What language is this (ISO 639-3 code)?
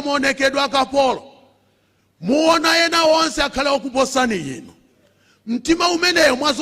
nya